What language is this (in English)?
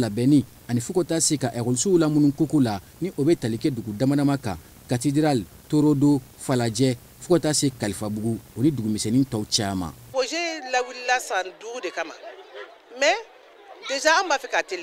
Bambara